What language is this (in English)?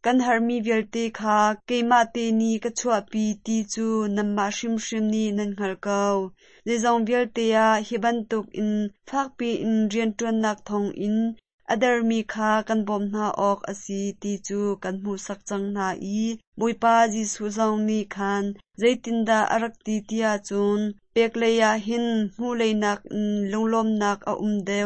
Hakha Chin